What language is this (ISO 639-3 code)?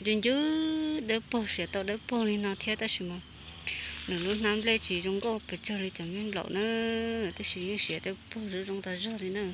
hmn